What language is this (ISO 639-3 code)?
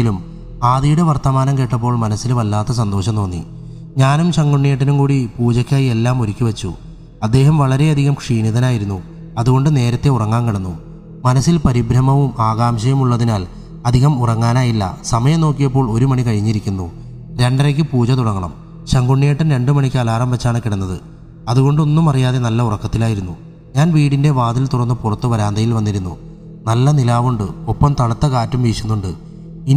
mal